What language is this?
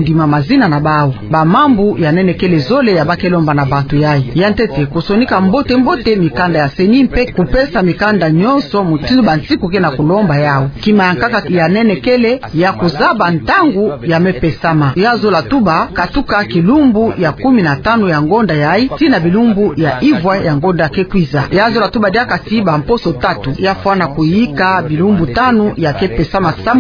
Kituba (Democratic Republic of Congo)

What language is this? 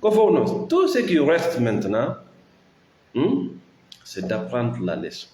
Fula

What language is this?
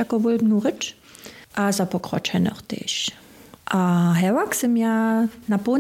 Upper Sorbian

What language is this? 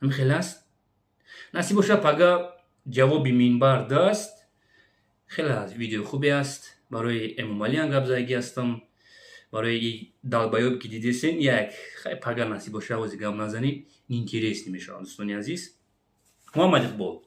Tajik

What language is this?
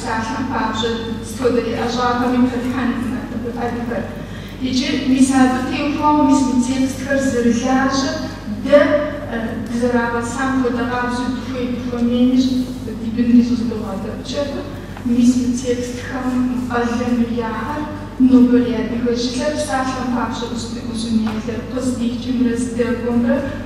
Kabardian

